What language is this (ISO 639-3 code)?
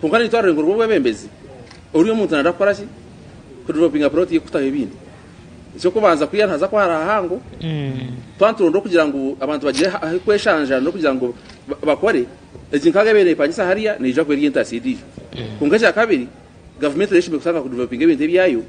nyn